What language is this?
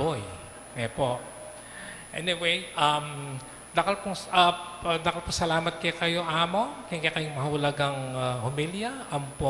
Pampanga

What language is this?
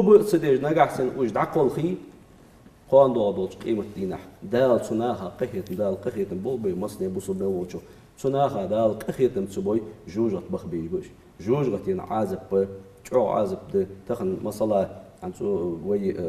Ingush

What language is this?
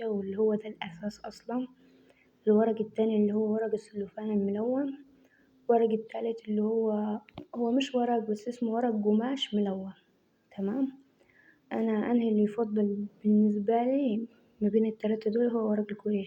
Egyptian Arabic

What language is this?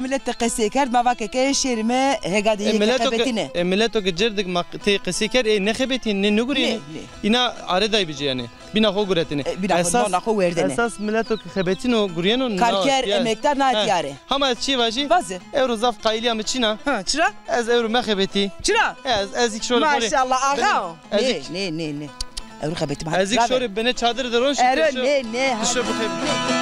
Zaza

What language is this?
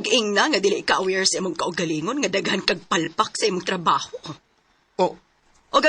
Cebuano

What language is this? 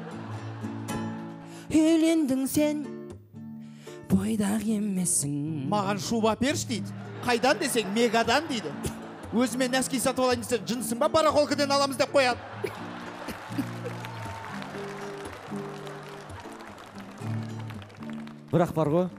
Kazakh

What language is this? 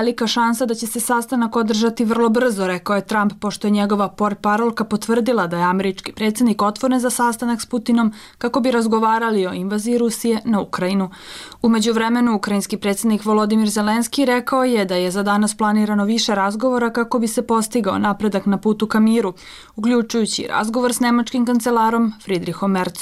Bosnian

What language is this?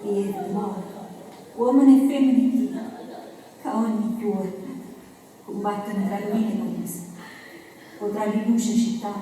Neapolitan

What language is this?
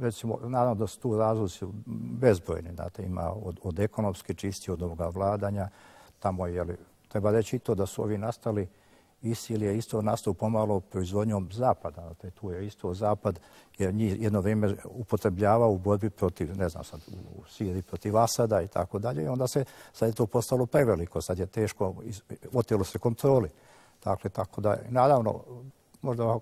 Croatian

